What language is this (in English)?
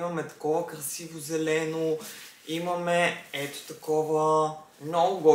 Bulgarian